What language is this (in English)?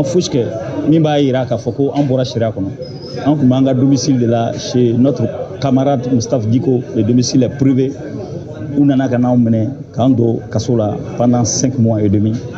Bambara